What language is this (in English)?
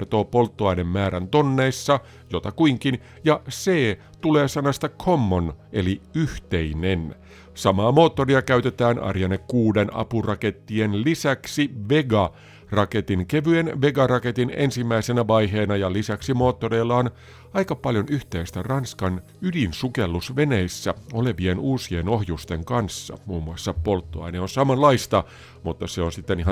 Finnish